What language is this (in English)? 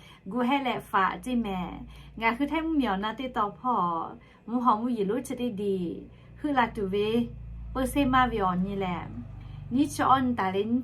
Lahu